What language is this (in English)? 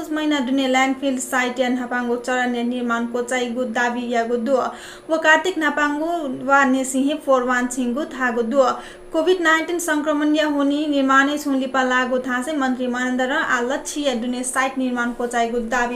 Newari